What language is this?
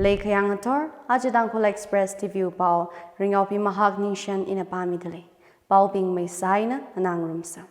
Tangkhul Naga (India)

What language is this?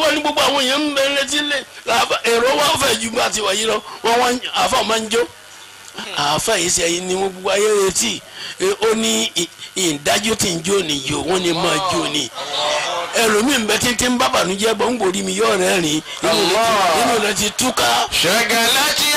Yoruba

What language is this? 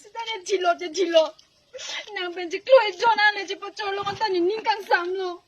Karbi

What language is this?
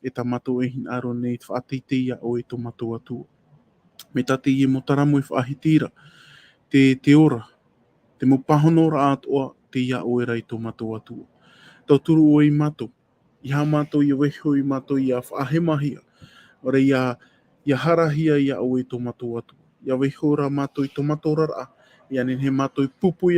Tahitian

